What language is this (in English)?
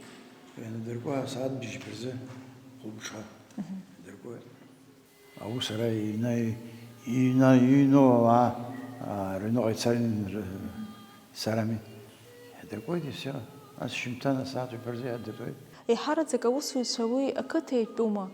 Abkhazian